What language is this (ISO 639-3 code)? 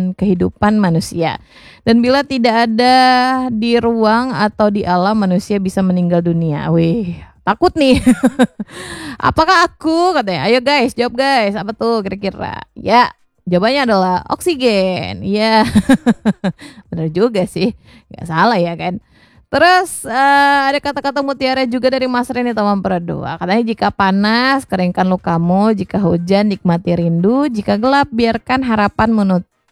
ind